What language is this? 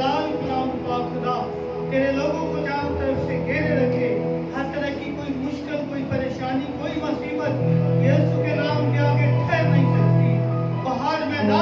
Hindi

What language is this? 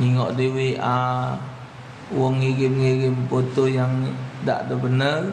Musi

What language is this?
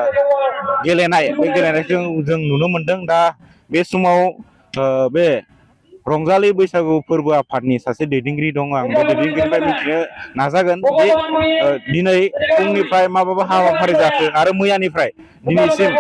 Bodo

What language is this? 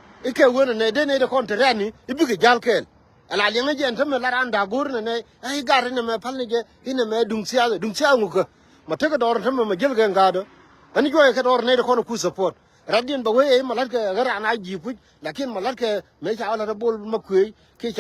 Nuer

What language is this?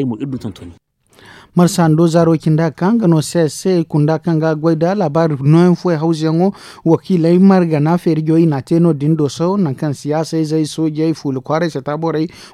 Zarma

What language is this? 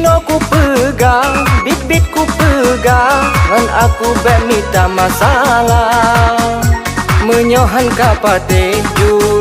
Achinese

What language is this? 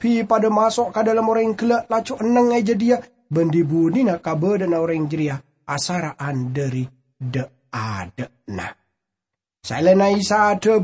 Madurese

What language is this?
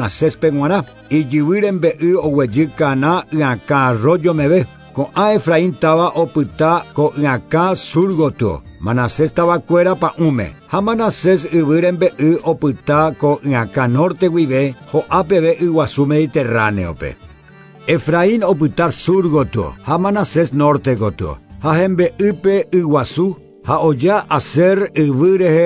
Guarani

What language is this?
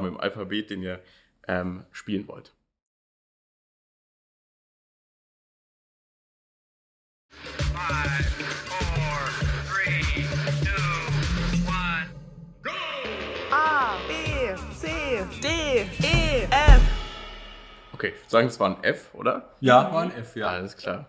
German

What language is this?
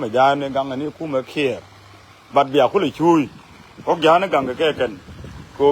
Nuer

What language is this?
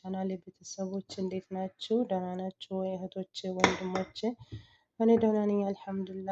Amharic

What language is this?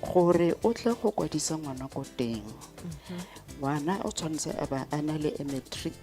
Tswana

